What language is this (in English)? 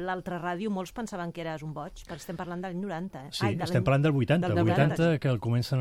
Catalan